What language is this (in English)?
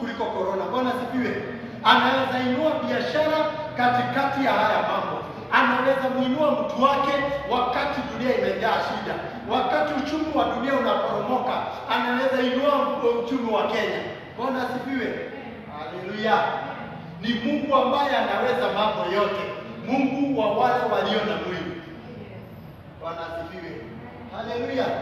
Swahili